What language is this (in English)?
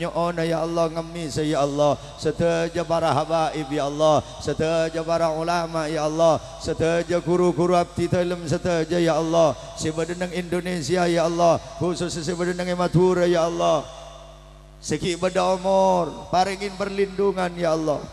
Madurese